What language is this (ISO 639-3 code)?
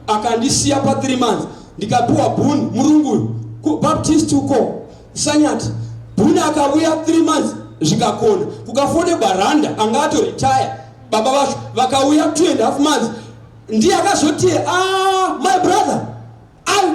sna